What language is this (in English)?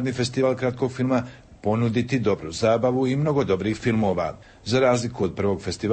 Croatian